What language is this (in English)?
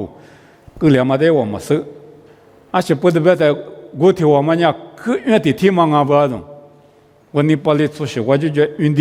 Lisu